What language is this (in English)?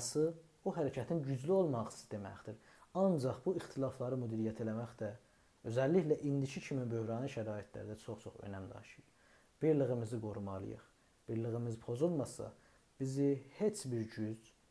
South Azerbaijani